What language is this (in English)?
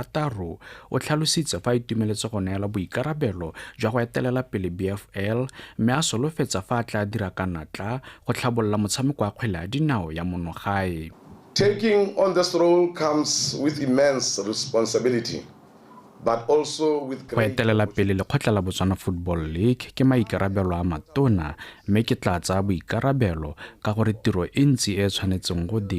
Tswana